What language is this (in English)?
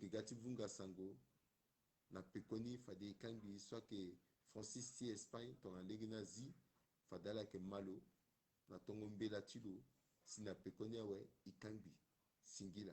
Sango